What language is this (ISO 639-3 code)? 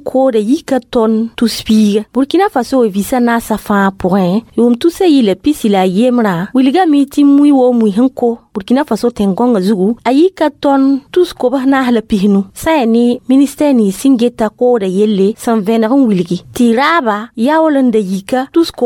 mos